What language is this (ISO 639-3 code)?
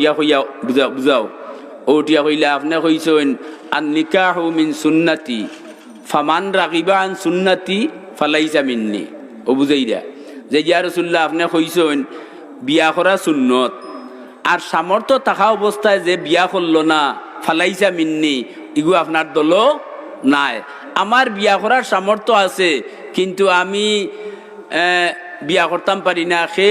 syl